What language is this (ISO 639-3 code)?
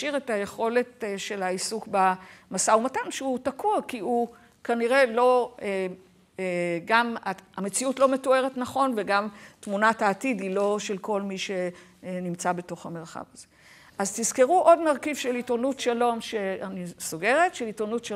heb